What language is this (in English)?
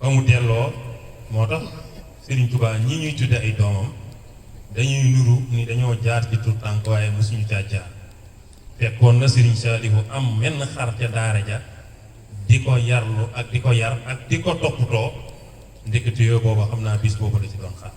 Wolof